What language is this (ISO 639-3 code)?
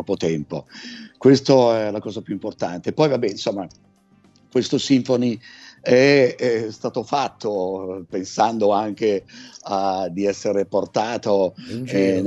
ita